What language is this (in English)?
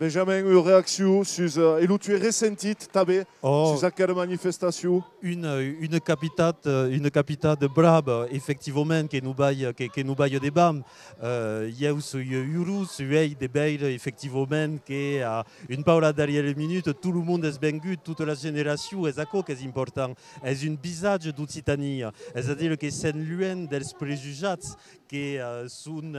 Occitan